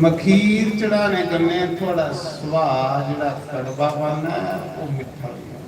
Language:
Dogri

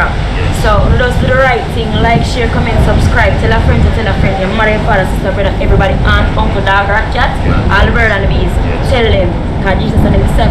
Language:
Jamaican Creole English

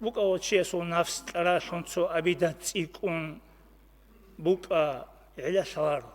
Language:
Avaric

